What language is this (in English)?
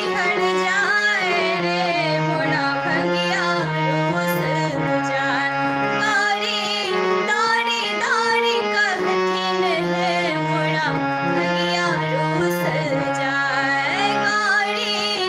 Maithili